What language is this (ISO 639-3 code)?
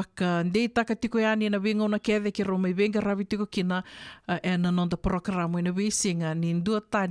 fij